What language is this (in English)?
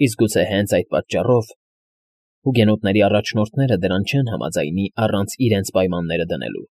Armenian